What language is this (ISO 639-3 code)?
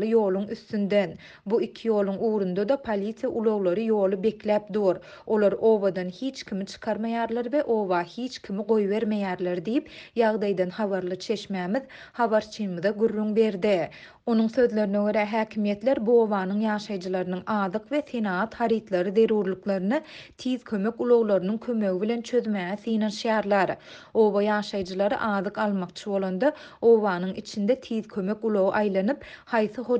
tuk